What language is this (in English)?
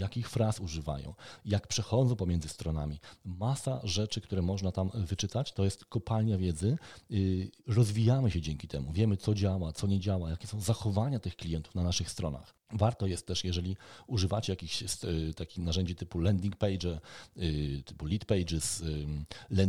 Polish